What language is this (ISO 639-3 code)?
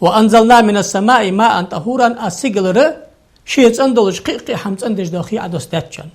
inh